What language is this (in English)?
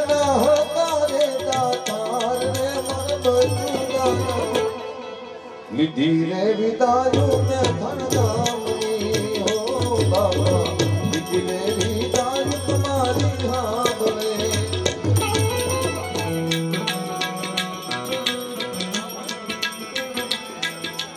Gujarati